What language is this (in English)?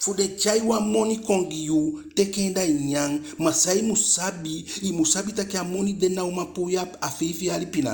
Eastern Maroon Creole